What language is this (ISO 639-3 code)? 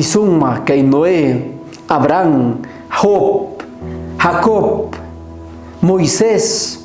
quh